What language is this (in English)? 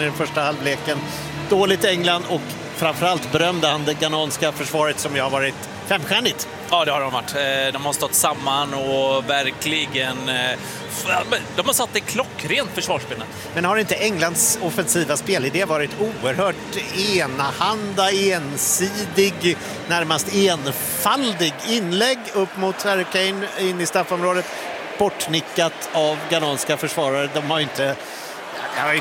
Swedish